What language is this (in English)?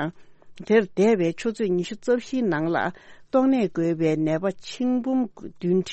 Tibetan